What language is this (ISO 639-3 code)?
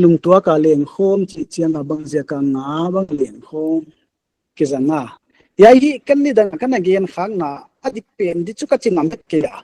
pck